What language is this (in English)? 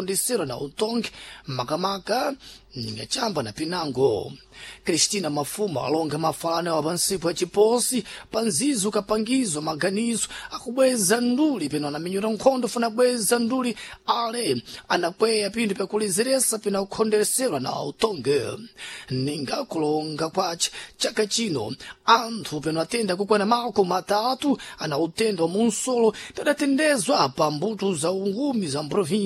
Sena